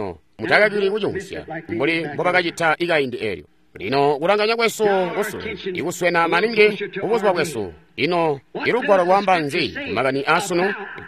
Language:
Tonga (Zambia)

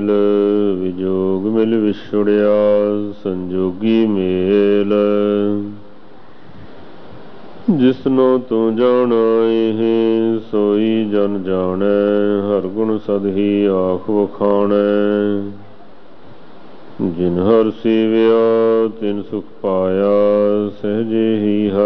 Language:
Punjabi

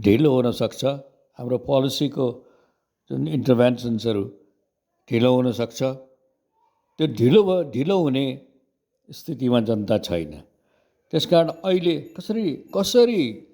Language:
Nepali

